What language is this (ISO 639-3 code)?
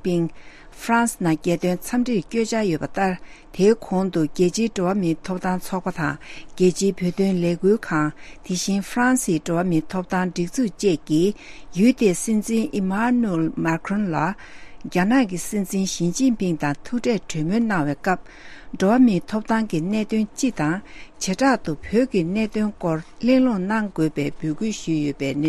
bod